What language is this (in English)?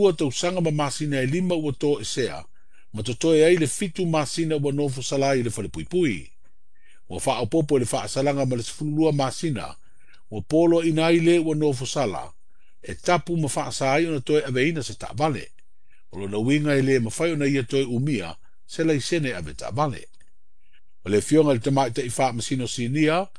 Samoan